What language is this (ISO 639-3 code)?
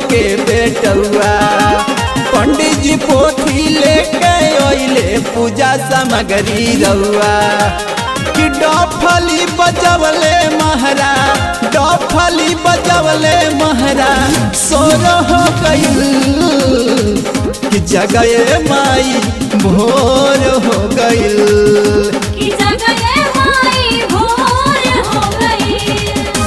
bho